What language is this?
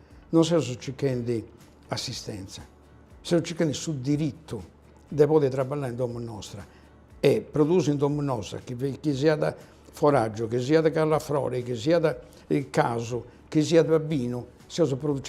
Sardinian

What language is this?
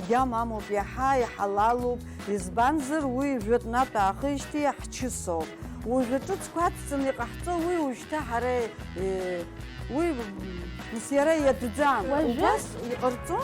Abkhazian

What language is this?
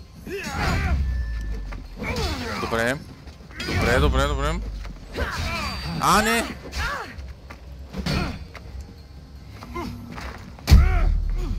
Bulgarian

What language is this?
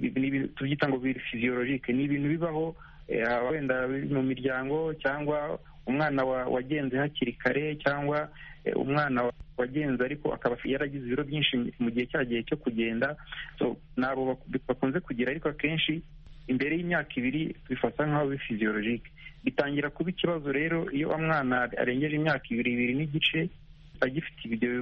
Kinyarwanda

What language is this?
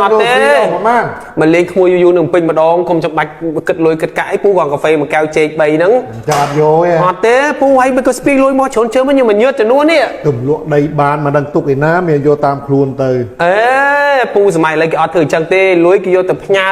Khmer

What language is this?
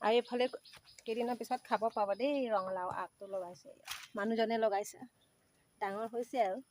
Assamese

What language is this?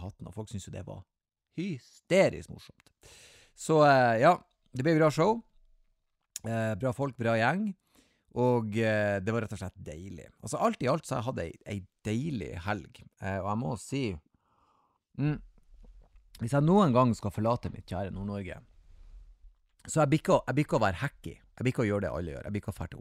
Norwegian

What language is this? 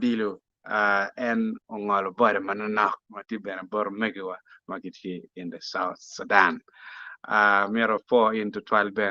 Acoli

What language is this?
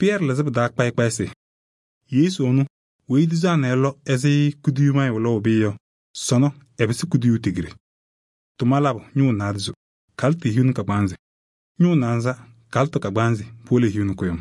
Kabiyè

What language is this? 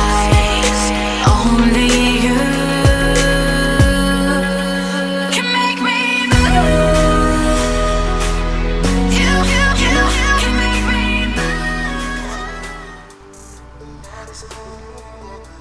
Chinese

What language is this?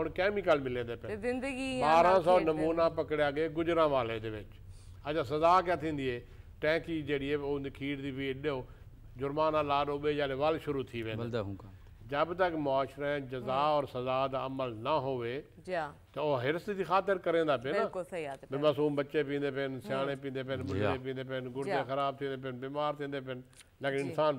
Saraiki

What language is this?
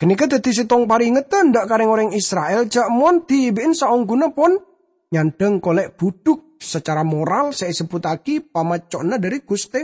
Madurese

